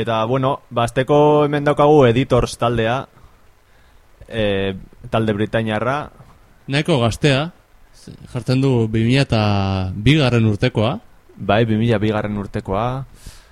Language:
Basque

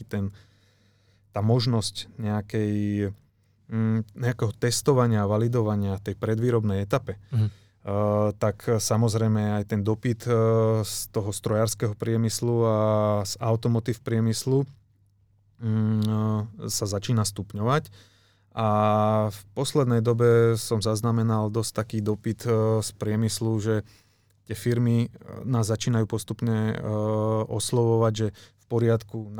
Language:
Slovak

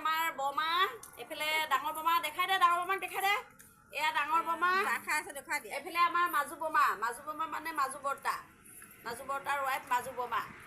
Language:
Assamese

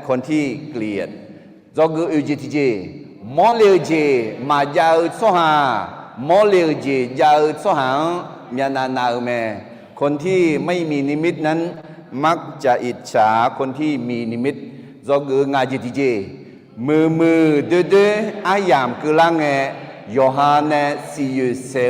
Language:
Akha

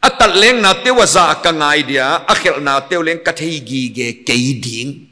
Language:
Paite Chin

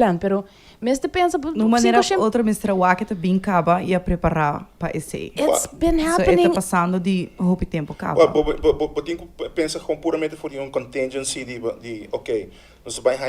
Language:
Papiamento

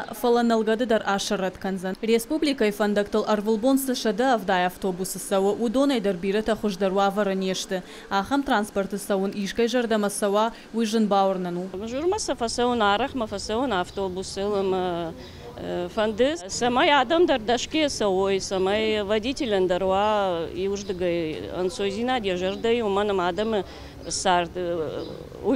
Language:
Ossetic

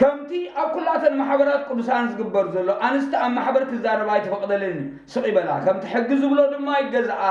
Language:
Tigrinya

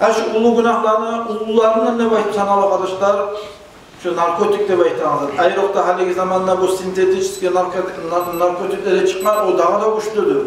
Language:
Kumyk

